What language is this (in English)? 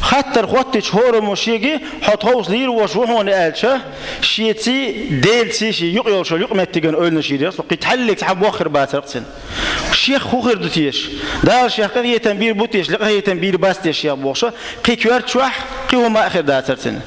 Chechen